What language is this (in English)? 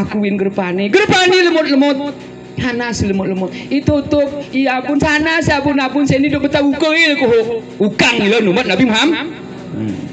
Gayo